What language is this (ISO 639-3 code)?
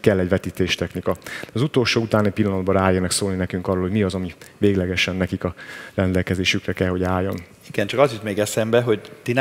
hun